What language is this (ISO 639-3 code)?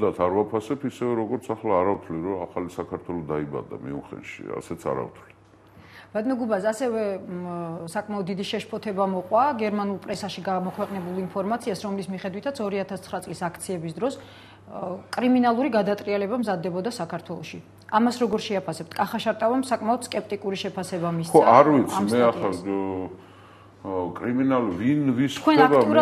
kat